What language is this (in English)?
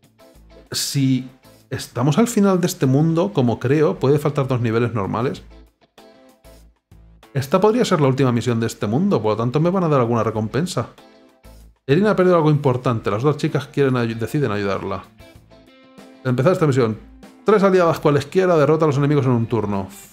Spanish